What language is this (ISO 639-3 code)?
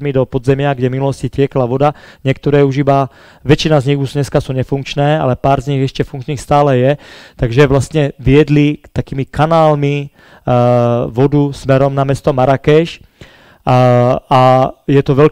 slk